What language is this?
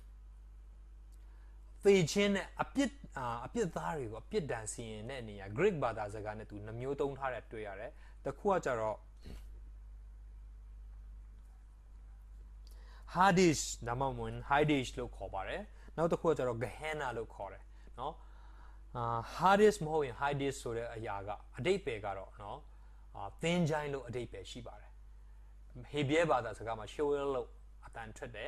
Burmese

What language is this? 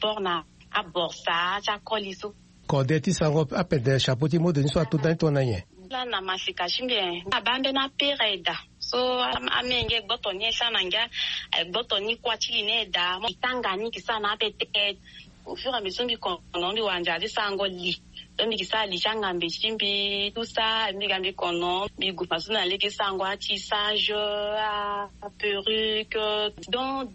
Sango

